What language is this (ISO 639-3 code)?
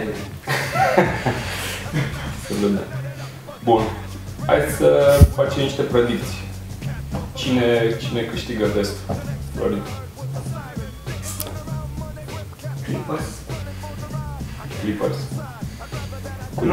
ron